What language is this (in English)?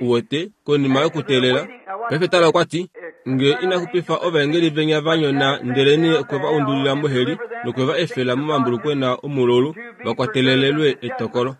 Kuanyama